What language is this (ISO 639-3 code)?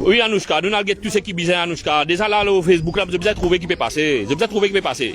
mfe